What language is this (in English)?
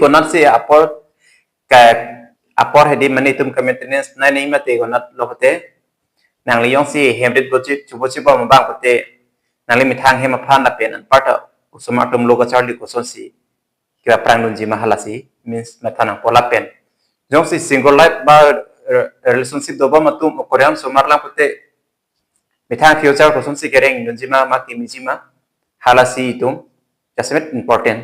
Karbi